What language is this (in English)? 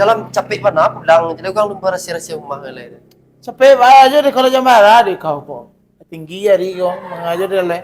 Minangkabau